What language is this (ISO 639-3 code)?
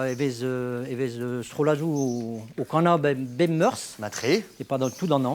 bre